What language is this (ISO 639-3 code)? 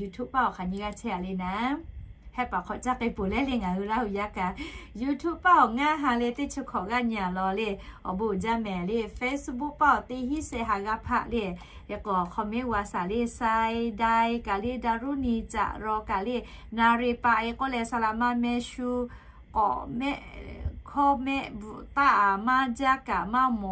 lhu